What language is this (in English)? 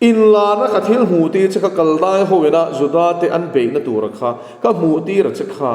Mizo